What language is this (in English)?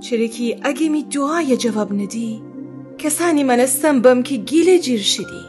Gilaki